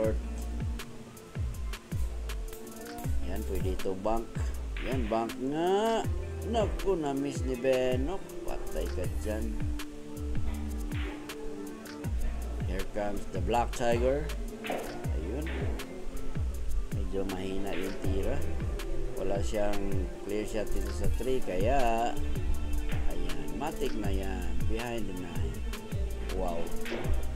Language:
Filipino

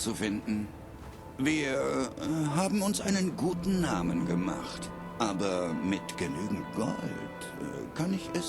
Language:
Bavarian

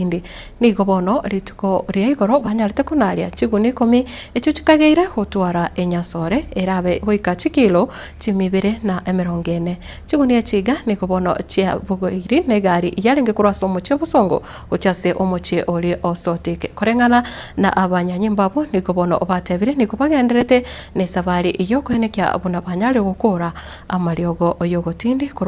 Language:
Gusii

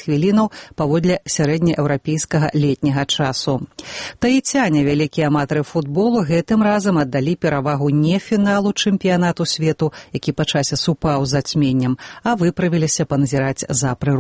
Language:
Belarusian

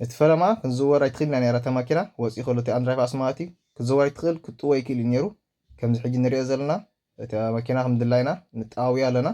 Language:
Tigrinya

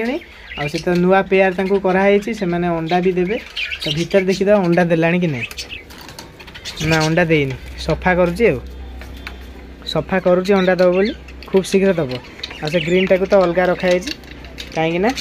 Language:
Odia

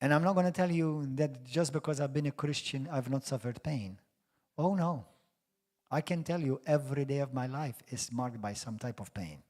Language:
English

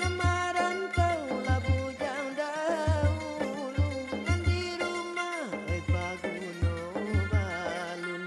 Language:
Minangkabau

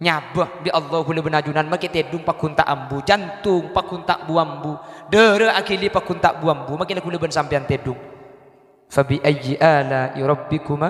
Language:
Madurese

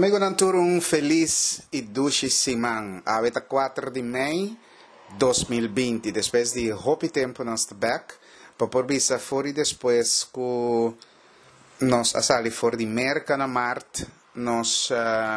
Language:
Papiamento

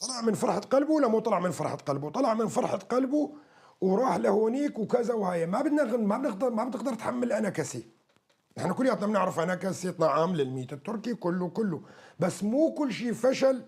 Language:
North Levantine Arabic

